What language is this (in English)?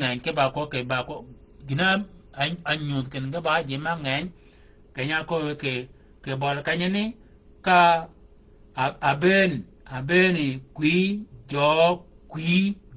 Shilluk